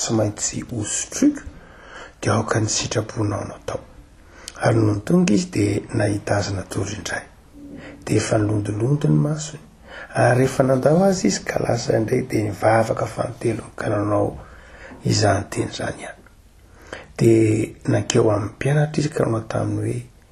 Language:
Malagasy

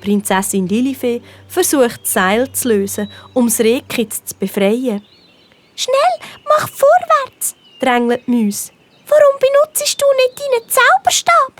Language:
Swiss German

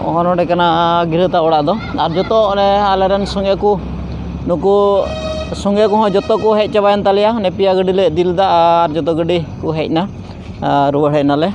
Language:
Santali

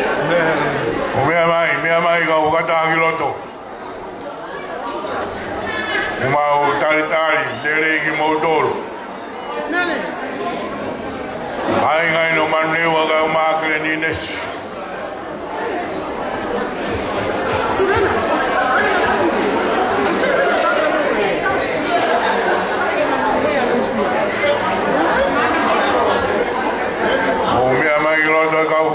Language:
Tongan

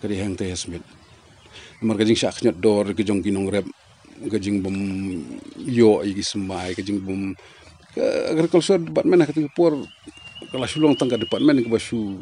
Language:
Khasi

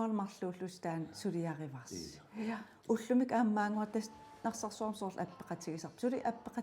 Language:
Kalaallisut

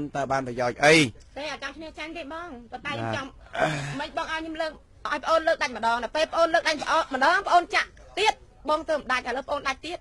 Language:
Khmer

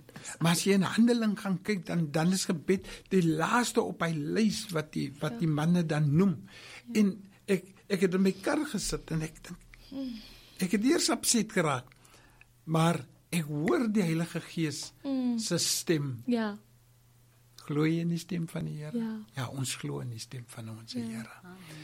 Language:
Afrikaans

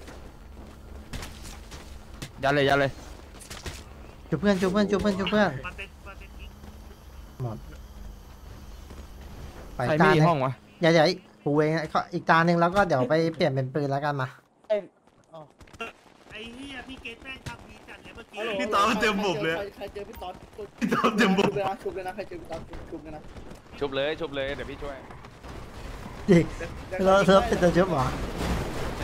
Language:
Thai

